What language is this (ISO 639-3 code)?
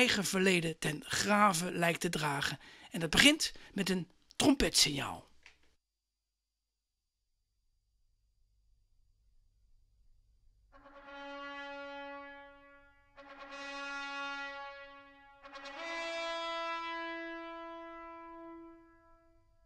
nld